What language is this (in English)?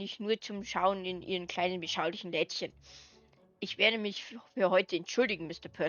Bavarian